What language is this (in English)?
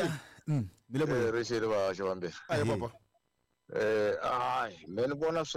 Tsonga